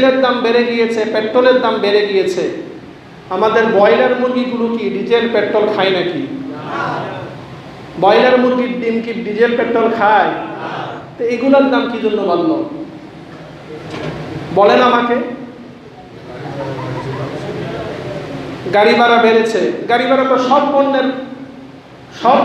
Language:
Bangla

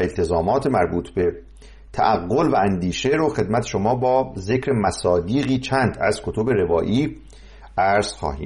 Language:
Persian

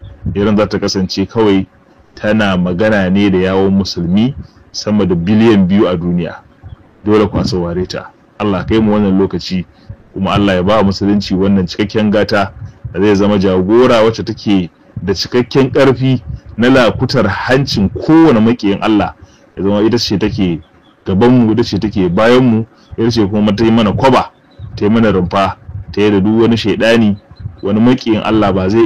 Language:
Hausa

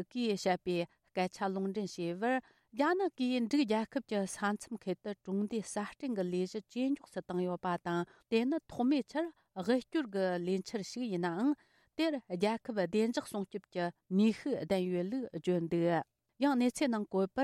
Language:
Tibetan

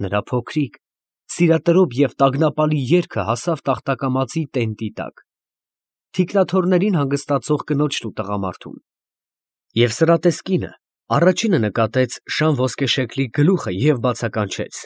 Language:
Armenian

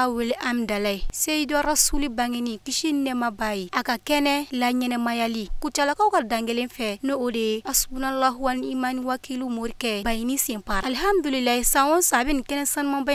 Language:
Bambara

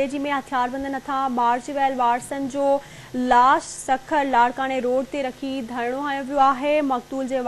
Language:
Sindhi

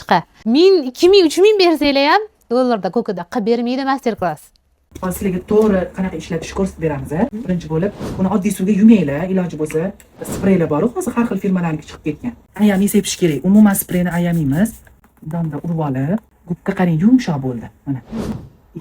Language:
Uzbek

